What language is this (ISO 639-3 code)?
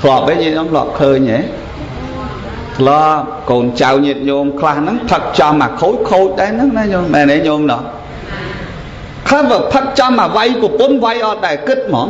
khm